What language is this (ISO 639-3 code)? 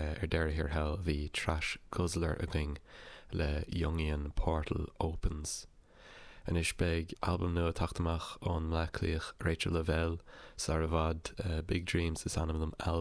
gle